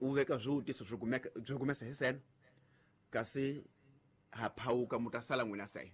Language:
Tsonga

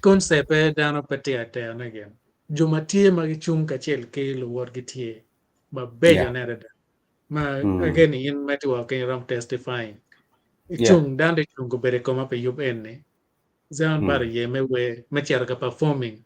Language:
Acoli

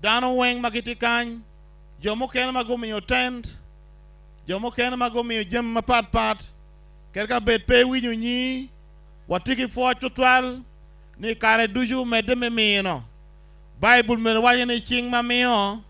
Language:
Acoli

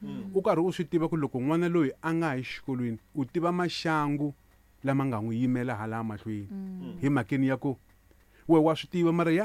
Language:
Tsonga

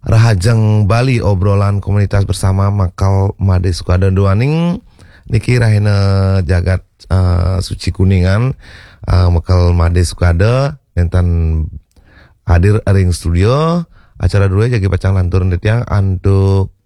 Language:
Balinese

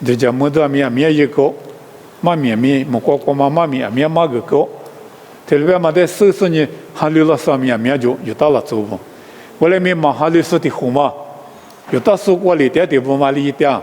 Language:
Lisu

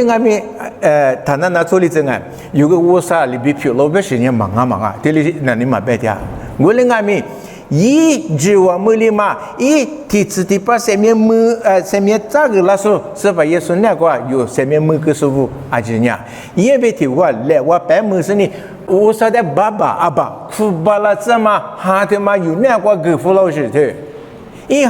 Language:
Lisu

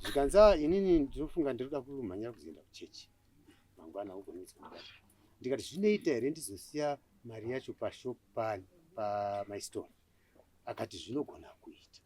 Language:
Shona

